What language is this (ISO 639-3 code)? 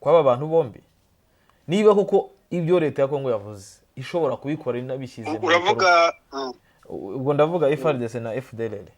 kin